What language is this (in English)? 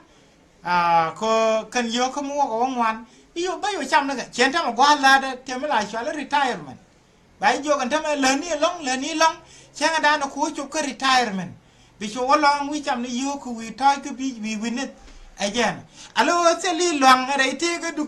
Nuer